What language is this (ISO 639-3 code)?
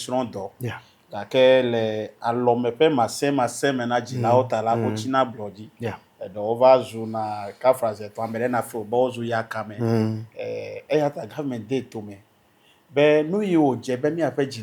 ewe